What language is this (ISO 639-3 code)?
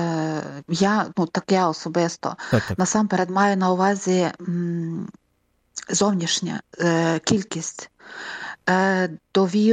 ukr